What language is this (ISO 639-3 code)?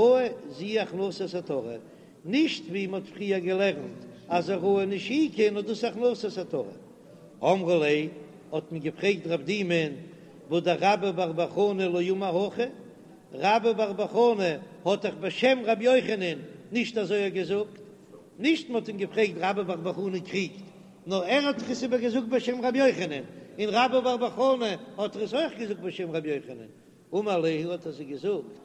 yid